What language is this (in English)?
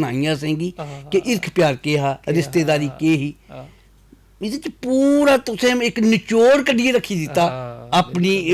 Dogri